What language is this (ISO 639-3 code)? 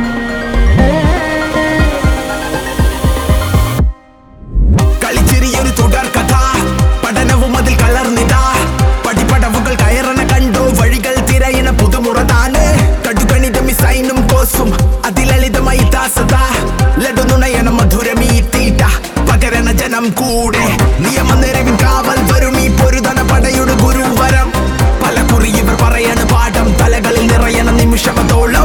mal